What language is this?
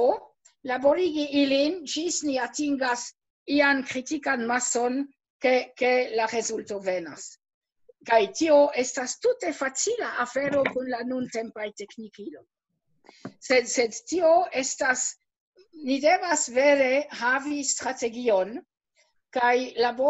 Esperanto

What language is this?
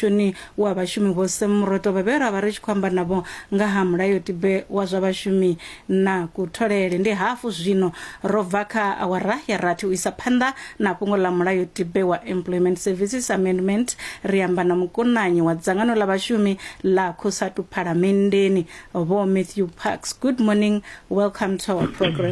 Venda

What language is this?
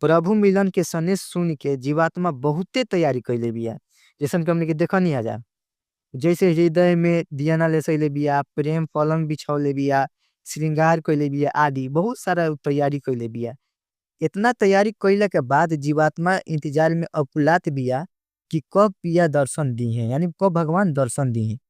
Bhojpuri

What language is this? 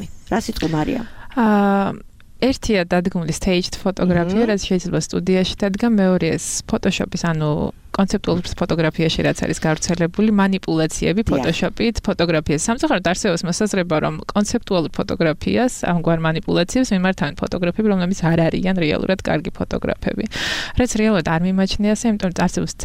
Georgian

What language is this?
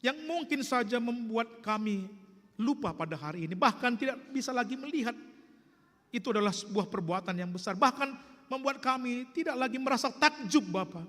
Batak Karo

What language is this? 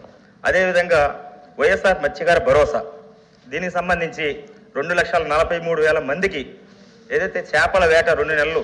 Telugu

